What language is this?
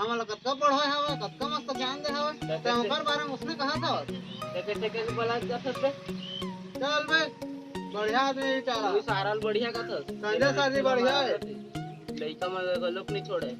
Chhattisgarhi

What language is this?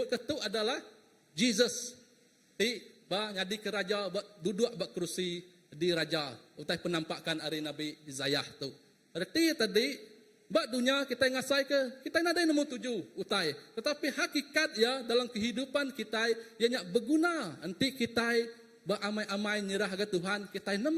Iban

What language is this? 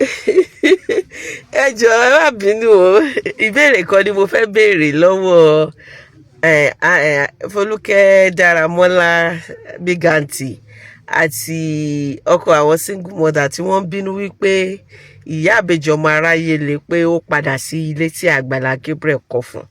Yoruba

